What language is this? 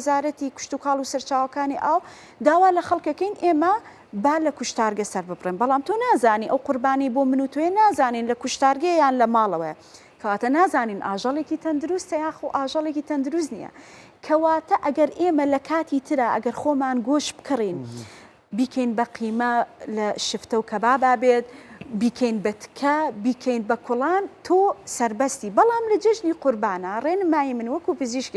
Central Kurdish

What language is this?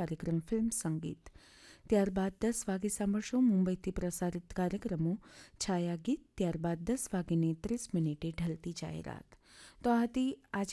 Gujarati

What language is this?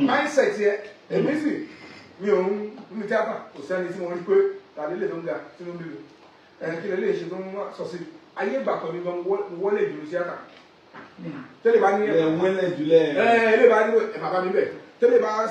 Yoruba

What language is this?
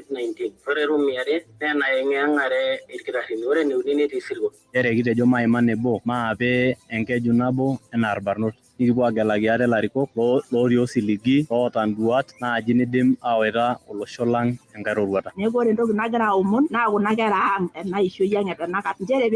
Masai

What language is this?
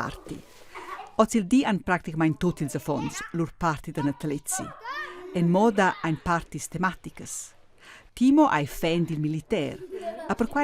Romansh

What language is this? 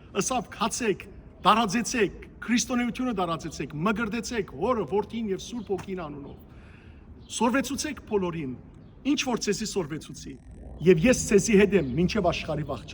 Western Armenian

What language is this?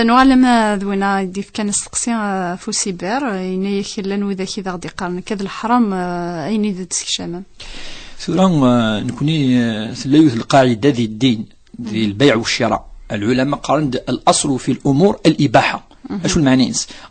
Kabyle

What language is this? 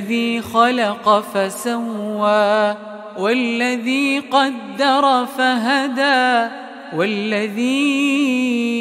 Arabic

